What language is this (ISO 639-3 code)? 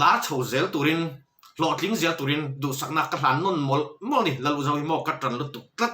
lus